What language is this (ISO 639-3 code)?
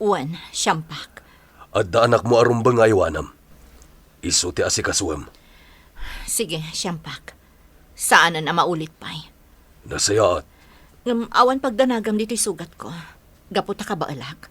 ilo